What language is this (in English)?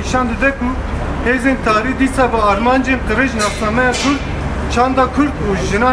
Kurdish